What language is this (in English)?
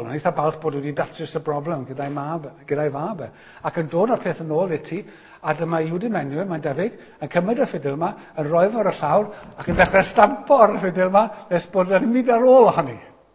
Welsh